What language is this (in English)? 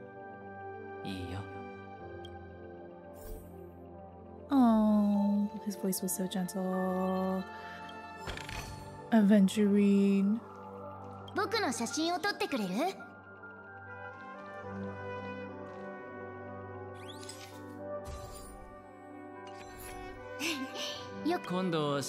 Japanese